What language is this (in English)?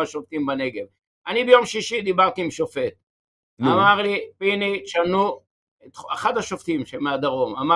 Hebrew